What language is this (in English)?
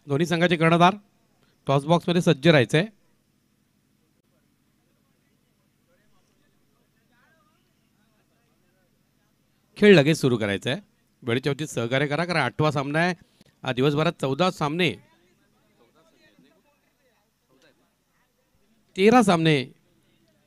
Marathi